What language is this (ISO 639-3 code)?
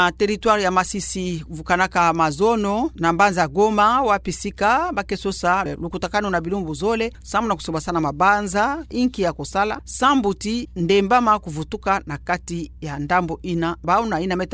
ktu